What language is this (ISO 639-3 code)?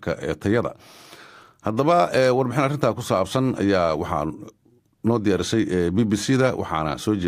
som